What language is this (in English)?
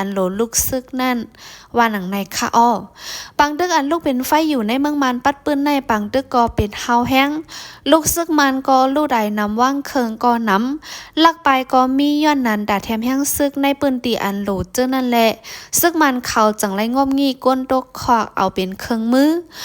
Shan